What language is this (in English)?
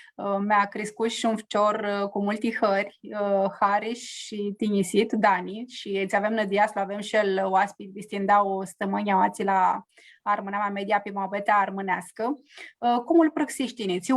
Aromanian